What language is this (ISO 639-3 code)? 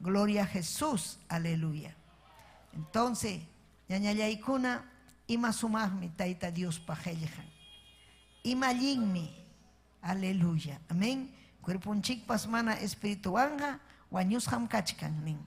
quy